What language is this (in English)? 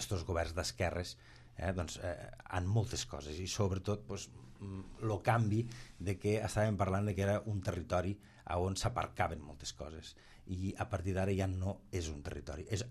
Catalan